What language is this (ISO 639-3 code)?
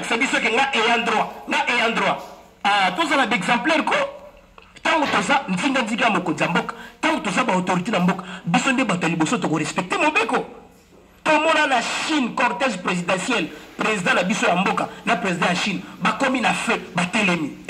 lin